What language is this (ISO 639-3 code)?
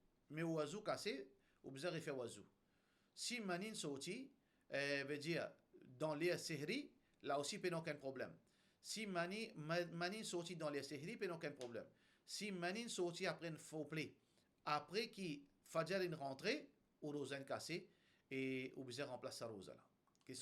mfe